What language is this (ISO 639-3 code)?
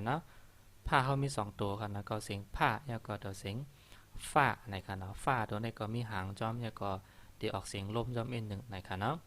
shn